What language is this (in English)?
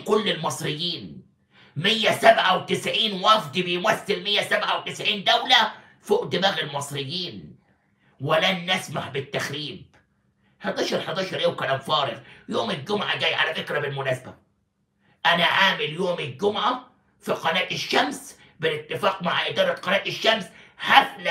Egyptian Arabic